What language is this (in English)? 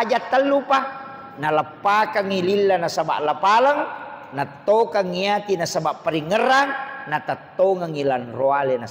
Buginese